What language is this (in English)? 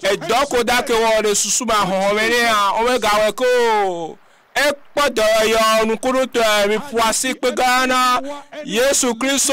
Ewe